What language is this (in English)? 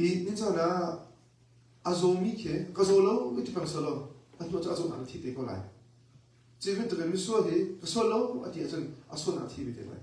Hakha Chin